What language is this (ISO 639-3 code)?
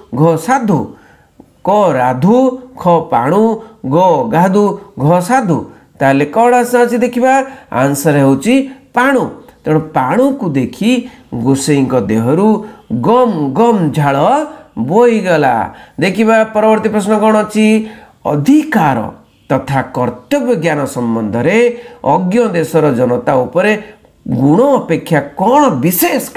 ori